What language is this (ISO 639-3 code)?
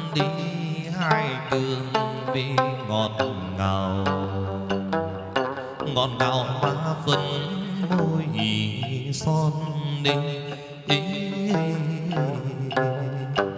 vie